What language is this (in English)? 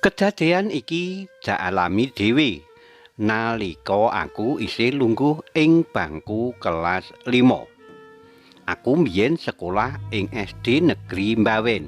Javanese